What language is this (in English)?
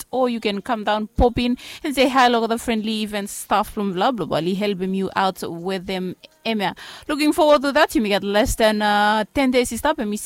Bislama